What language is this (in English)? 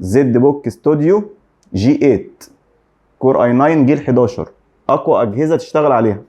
Egyptian Arabic